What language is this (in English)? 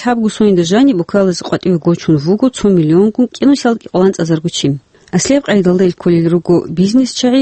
Avaric